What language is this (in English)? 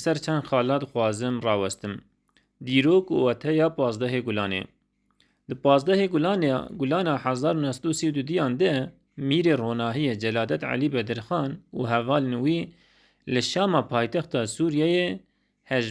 Kurdish